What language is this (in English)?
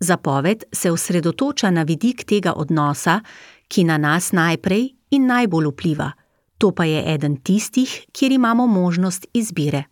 Slovenian